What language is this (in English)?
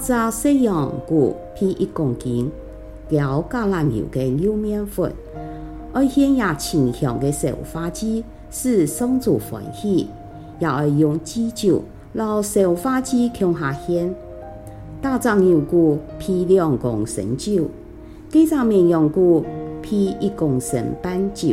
Hakka Chinese